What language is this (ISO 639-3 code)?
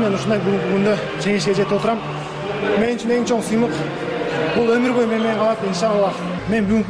kir